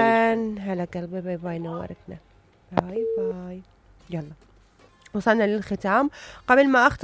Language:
Mesopotamian Arabic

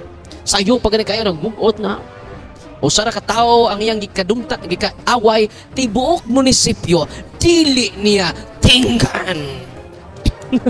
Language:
Cebuano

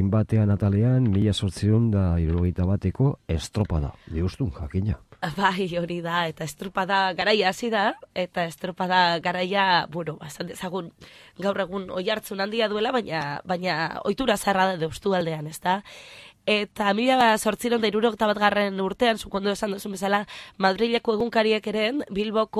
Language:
Basque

